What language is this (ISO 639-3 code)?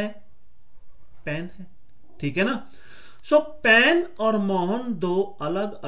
hin